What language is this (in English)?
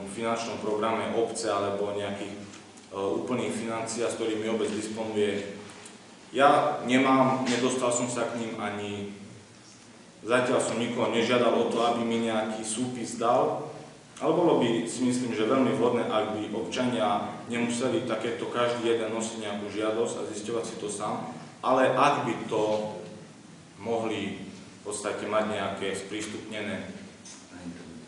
Slovak